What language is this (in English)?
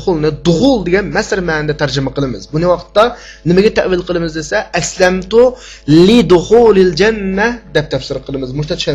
Uyghur